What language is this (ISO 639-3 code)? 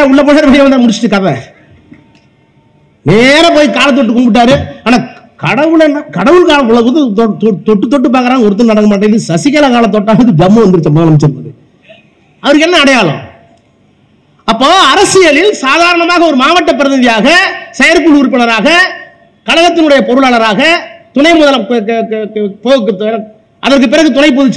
tam